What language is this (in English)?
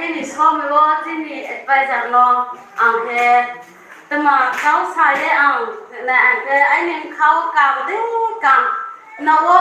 Riang (India)